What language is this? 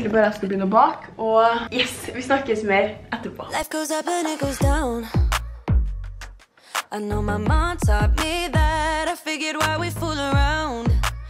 Norwegian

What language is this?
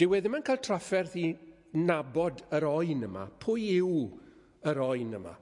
Welsh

